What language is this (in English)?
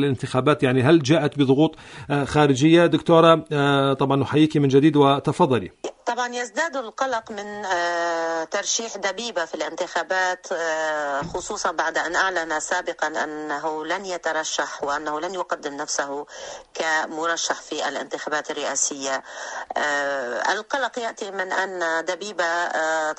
Arabic